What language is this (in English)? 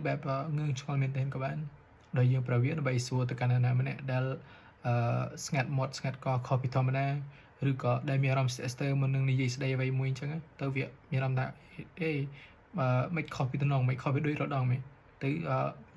Khmer